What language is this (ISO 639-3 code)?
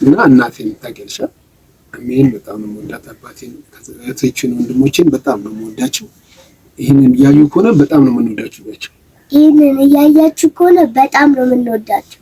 amh